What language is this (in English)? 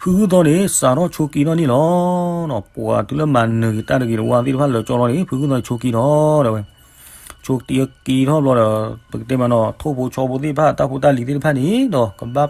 S'gaw Karen